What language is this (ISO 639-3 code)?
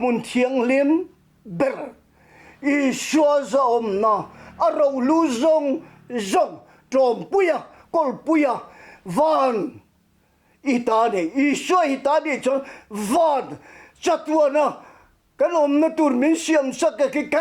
lus